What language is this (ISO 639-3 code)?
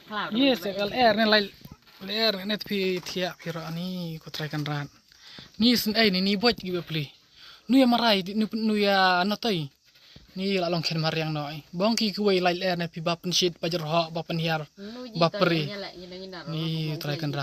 kha